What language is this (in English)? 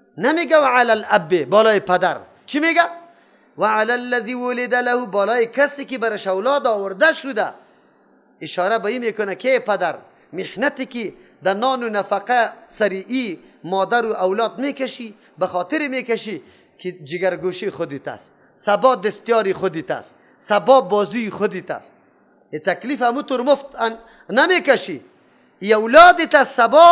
Persian